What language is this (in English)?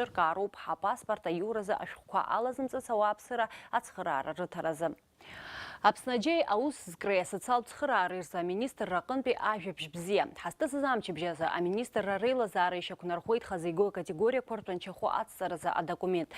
Abkhazian